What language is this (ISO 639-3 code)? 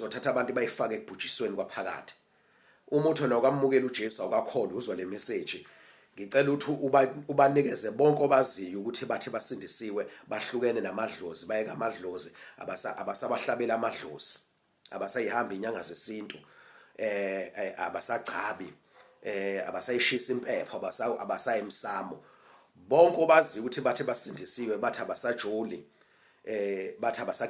zul